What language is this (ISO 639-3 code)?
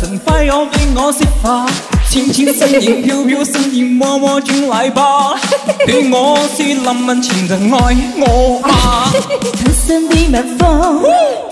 zho